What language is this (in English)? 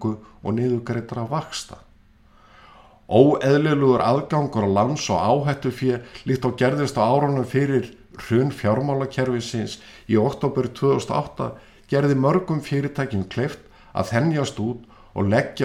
Icelandic